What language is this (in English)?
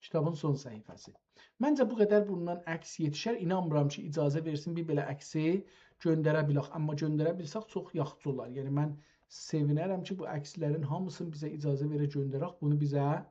South Azerbaijani